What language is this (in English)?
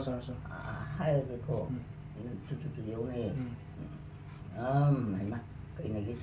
Manipuri